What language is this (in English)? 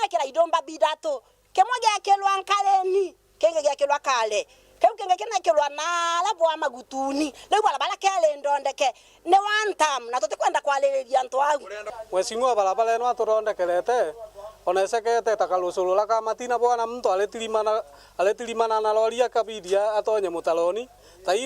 Meru